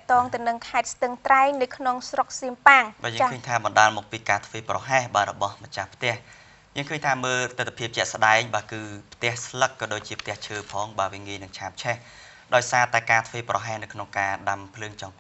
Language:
Khmer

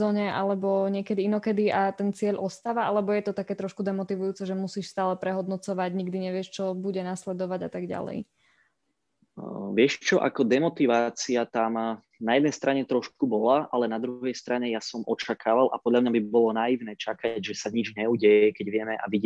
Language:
Slovak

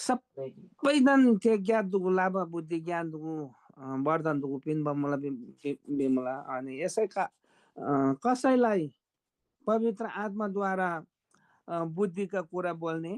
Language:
Eastern Tamang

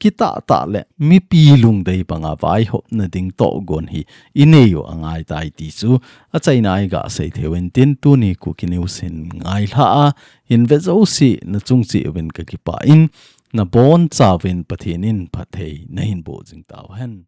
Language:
Thado Chin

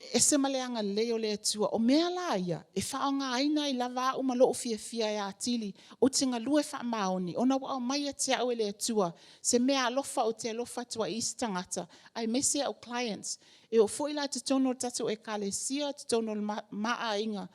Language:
Samoan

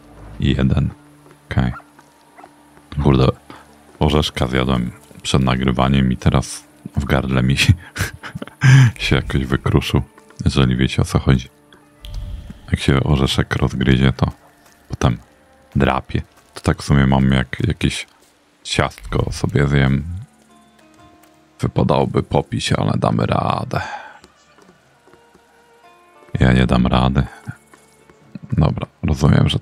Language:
Polish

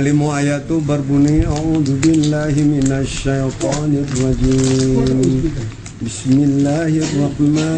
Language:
Minangkabau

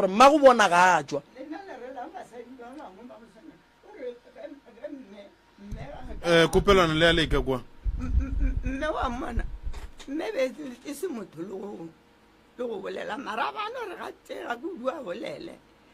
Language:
Northern Sotho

